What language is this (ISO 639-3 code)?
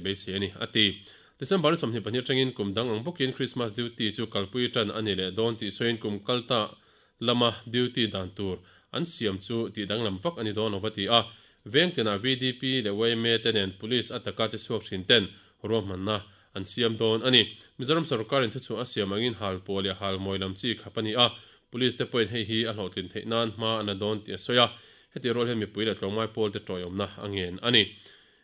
lus